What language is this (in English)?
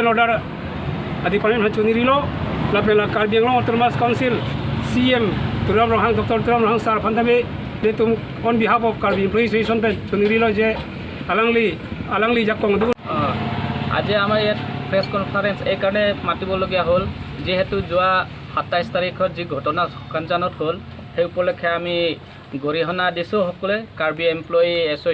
Karbi